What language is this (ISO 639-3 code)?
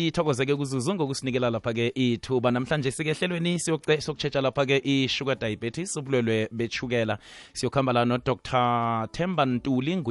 nbl